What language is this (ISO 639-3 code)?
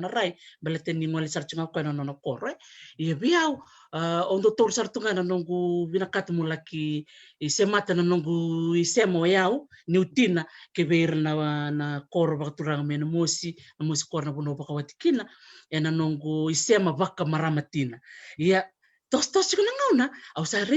fij